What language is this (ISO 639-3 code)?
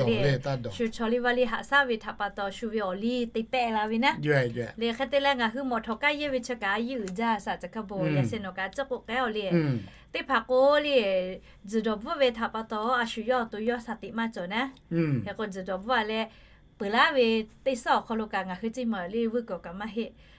lhu